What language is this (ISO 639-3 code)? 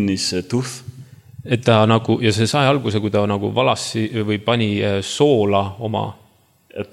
est